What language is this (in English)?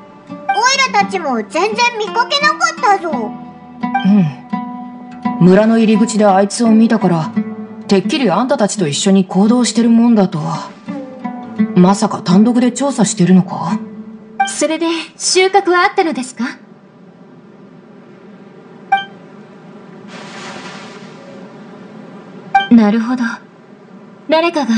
Japanese